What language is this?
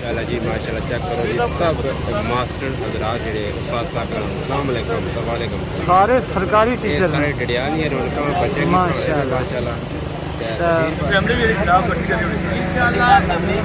Pahari-Potwari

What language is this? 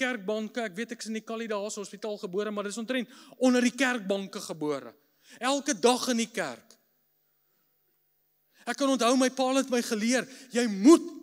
Afrikaans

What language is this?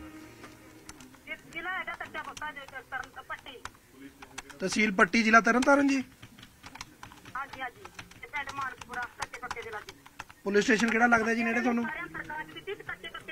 Punjabi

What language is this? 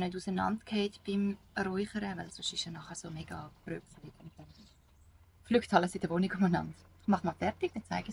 Swiss German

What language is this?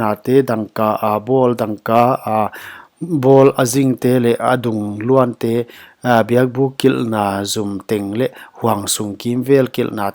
Paite Chin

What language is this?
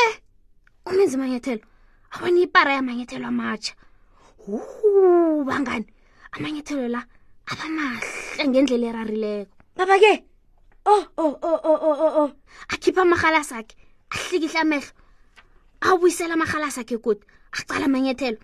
South Ndebele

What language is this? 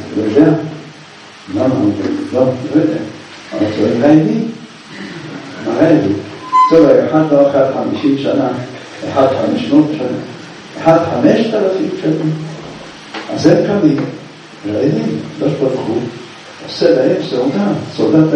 Hebrew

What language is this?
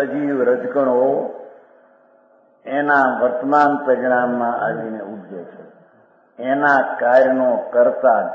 Gujarati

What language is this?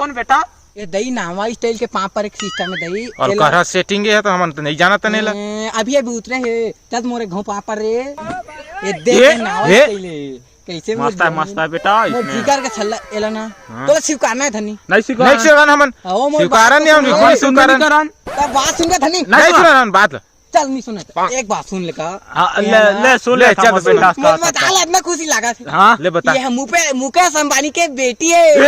Chhattisgarhi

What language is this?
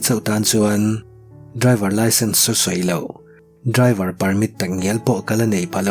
Mizo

